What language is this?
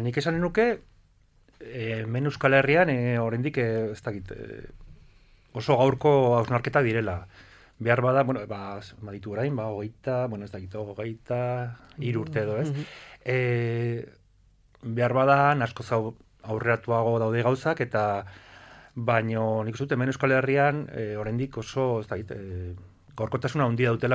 Basque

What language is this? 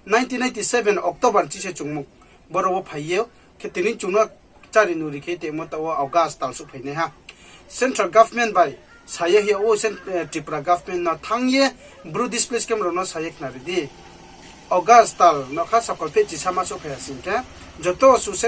Riang (India)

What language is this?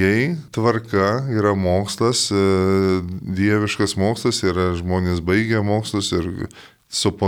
Lithuanian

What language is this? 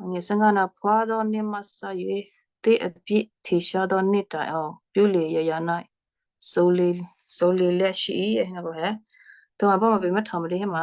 Western Kayah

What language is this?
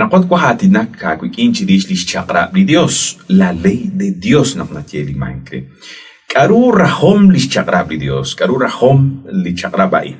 Kekchí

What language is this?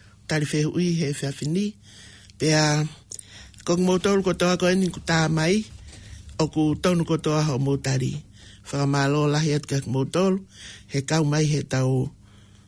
Tongan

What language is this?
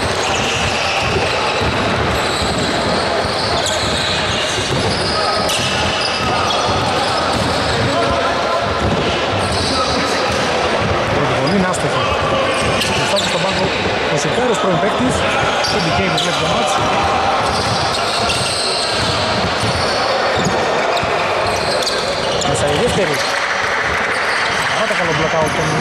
Greek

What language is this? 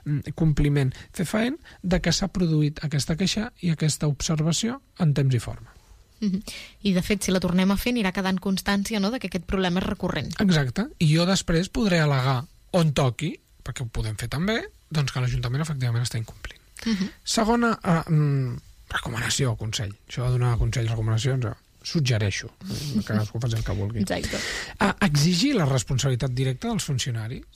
Catalan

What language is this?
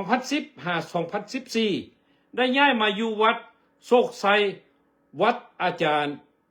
Lao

